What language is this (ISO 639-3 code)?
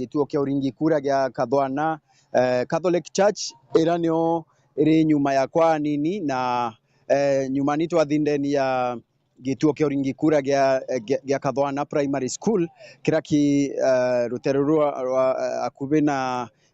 mer